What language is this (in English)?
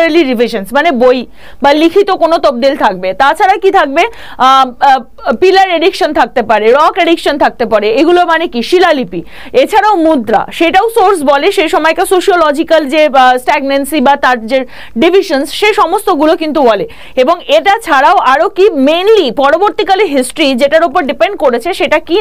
Bangla